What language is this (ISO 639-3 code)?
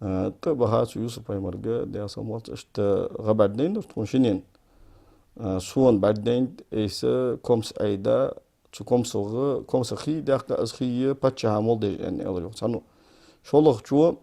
inh